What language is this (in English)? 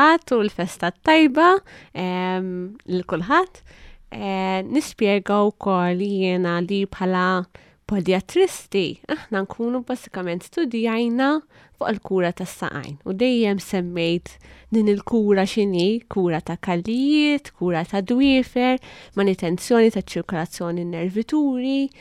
Maltese